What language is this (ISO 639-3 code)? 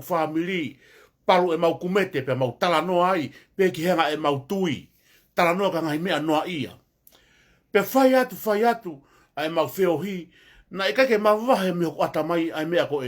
ton